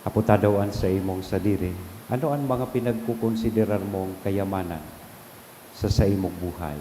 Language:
Bikol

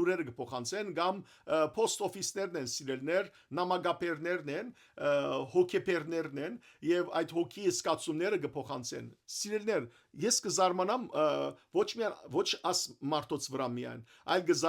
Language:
Western Armenian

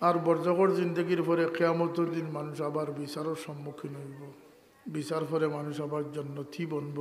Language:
Sylheti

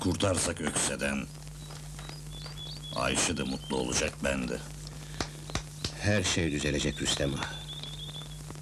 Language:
Turkish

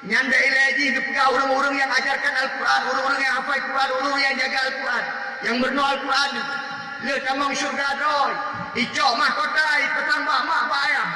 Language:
Achinese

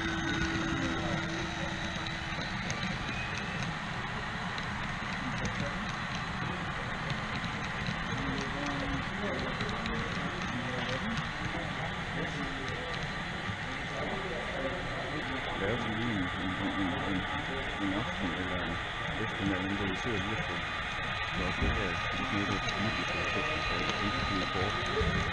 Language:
Danish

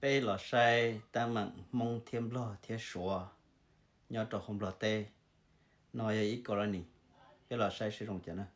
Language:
Hmong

